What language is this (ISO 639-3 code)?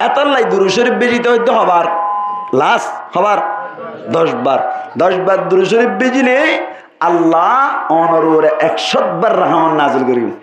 rhg